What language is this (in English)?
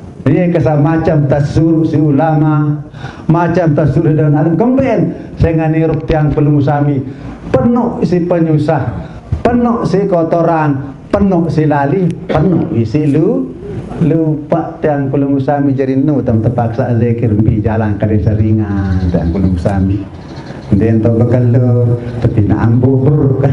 Sasak